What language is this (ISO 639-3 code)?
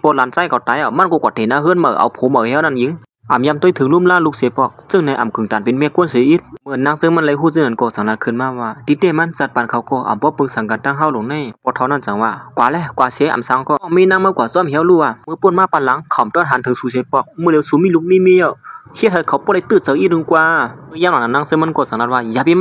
shn